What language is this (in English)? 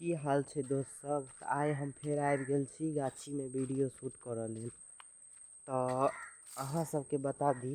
Maithili